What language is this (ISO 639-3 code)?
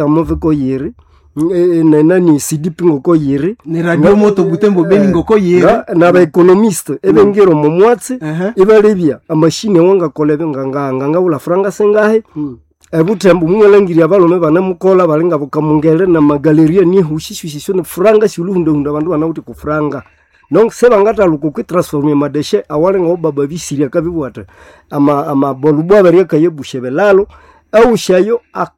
nnb